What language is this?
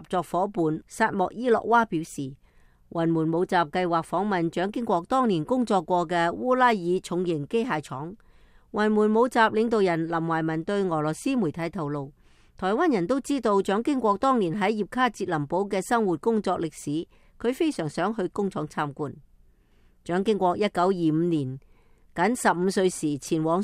Cantonese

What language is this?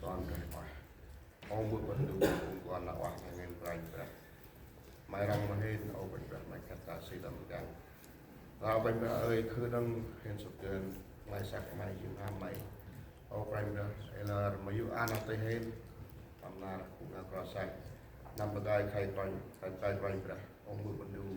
Central Mnong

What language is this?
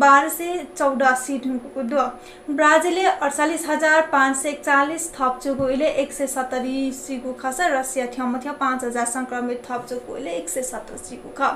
Newari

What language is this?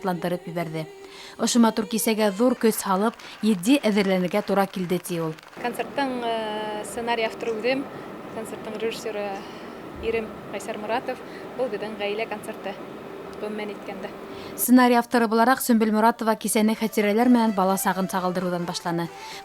Bashkir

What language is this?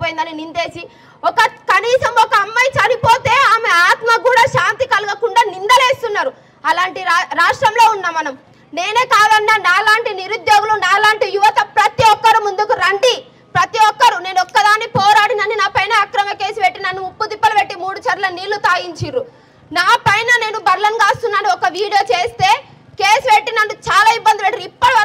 Telugu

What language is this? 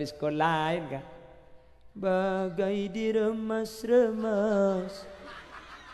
Madurese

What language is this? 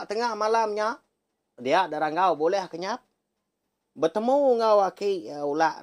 Iban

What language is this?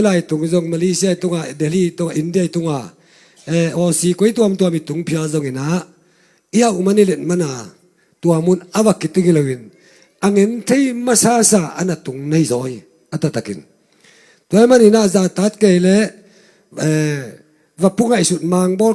Tedim Chin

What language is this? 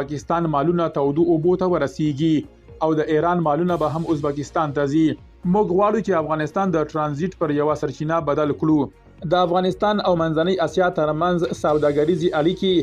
Pashto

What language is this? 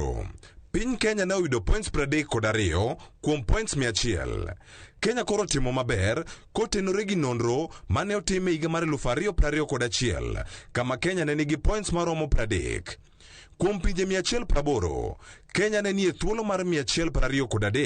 Luo (Kenya and Tanzania)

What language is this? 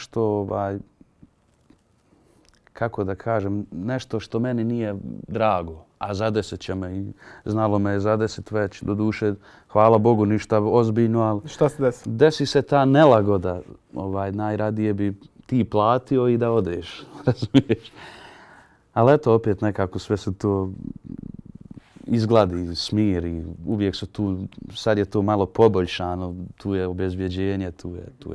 Bosnian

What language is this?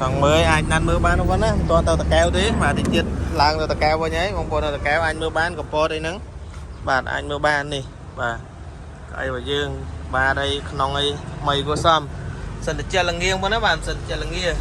Khmer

